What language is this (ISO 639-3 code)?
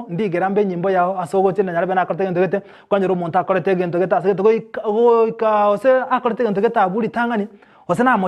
guz